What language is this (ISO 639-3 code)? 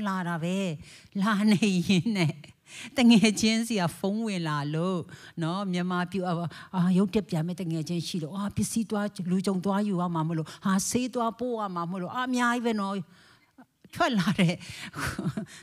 mya